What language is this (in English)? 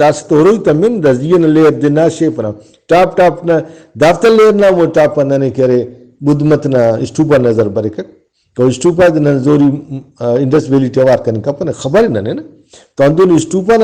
Brahui